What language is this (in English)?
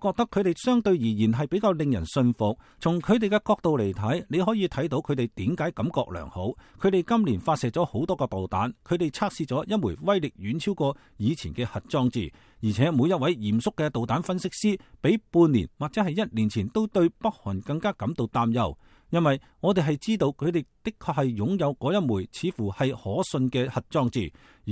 Cantonese